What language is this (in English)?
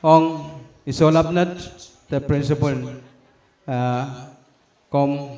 Pohnpeian